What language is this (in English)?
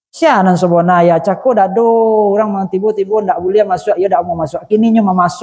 Minangkabau